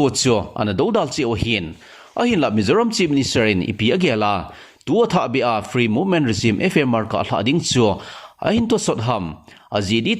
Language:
Thado Chin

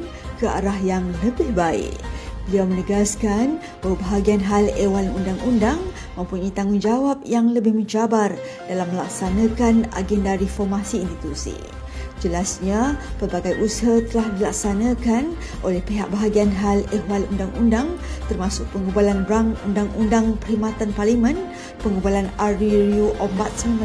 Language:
Malay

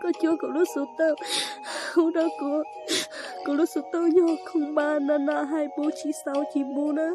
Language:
Hmong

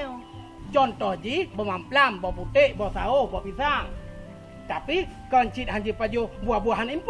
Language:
Achinese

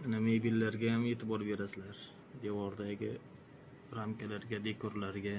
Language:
Uzbek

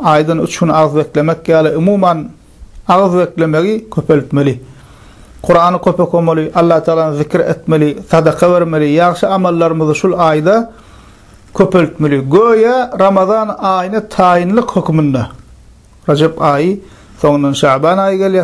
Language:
Turkmen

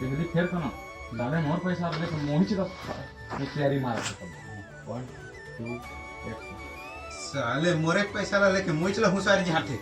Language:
Chhattisgarhi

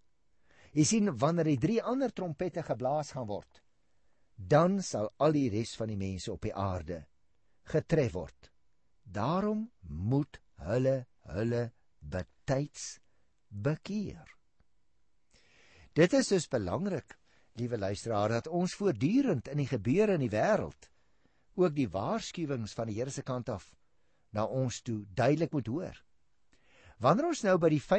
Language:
Afrikaans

